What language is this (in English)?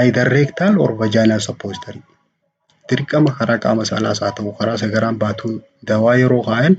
Oromo